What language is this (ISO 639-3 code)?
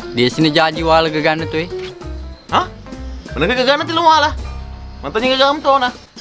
bug